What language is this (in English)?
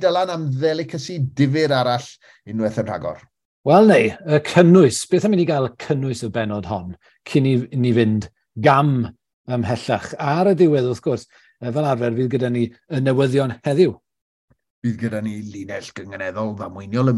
Welsh